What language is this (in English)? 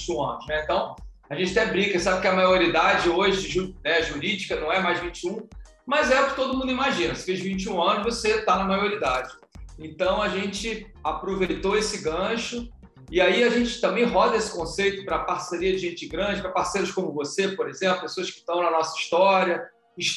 Portuguese